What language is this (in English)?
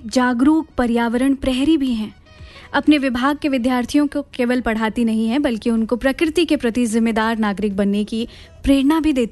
Hindi